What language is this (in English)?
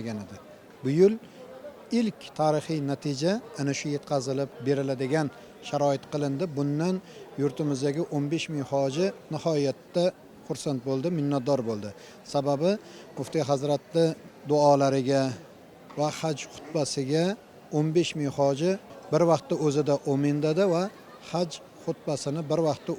Uzbek